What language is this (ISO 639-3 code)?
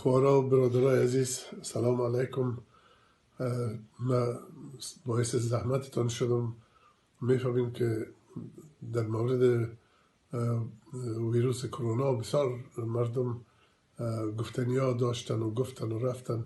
fas